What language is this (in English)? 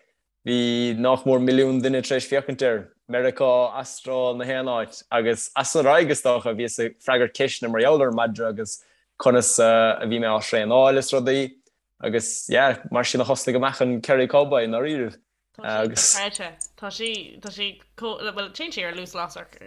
Irish